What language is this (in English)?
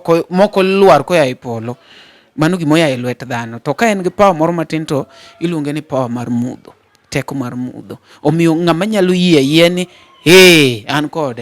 Luo (Kenya and Tanzania)